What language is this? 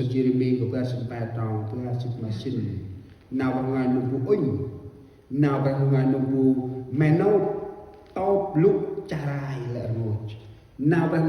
Central Mnong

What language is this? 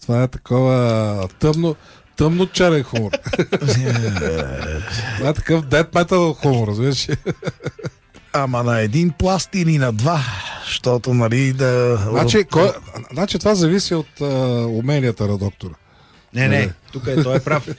Bulgarian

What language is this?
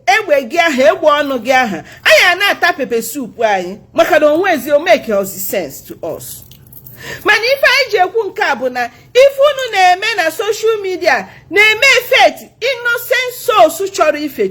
Igbo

